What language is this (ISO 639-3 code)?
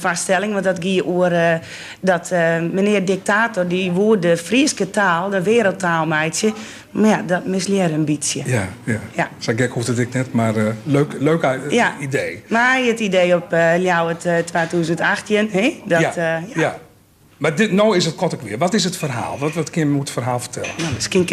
fry